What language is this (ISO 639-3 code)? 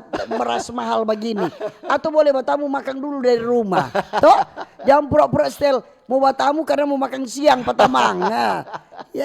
xmm